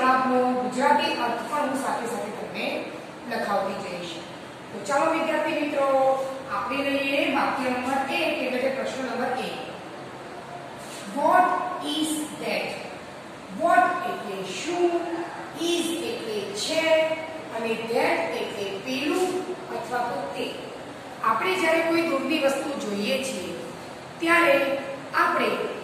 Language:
Gujarati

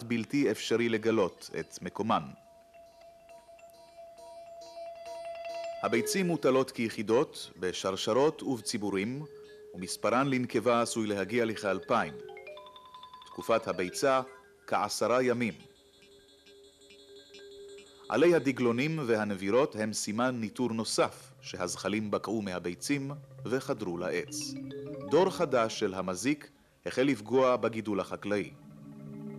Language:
Hebrew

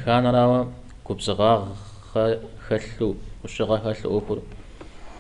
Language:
Kabardian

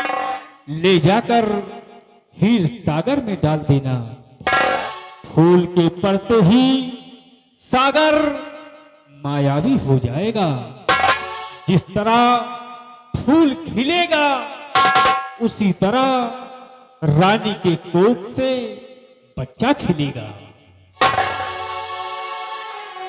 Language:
Hindi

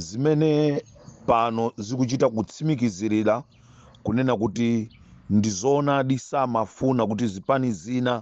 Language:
Nyanja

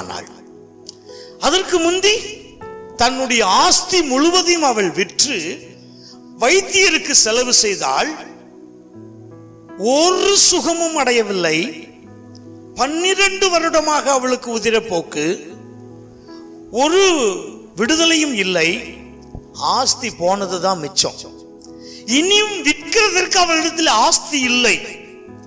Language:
Tamil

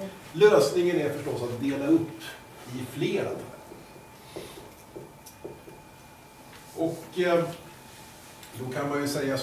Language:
Swedish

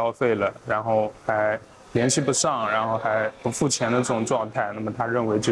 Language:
Chinese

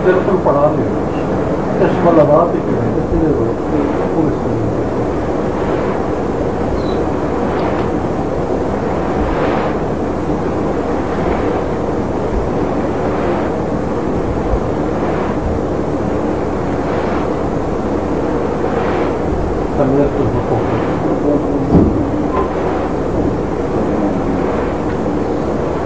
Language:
Urdu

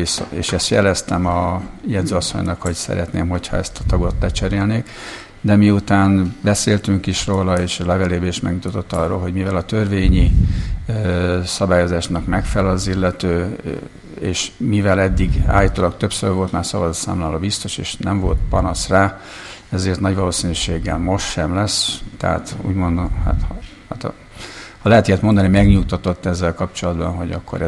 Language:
Hungarian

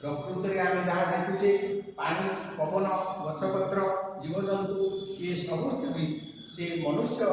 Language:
Odia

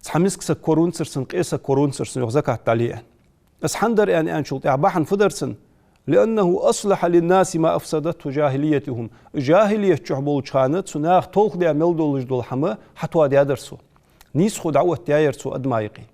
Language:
Ingush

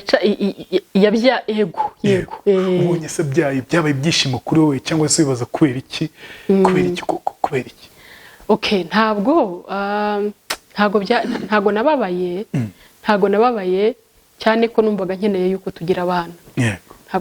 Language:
Kinyarwanda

